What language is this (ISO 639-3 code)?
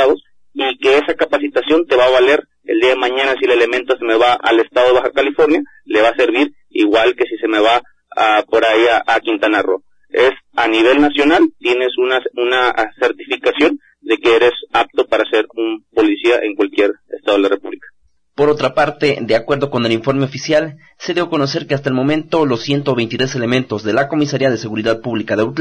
spa